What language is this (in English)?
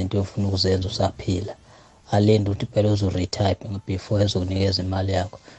South Ndebele